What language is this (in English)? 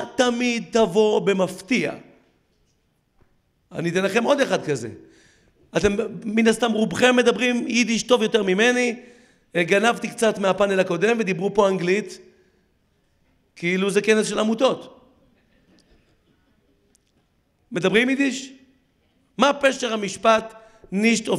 Hebrew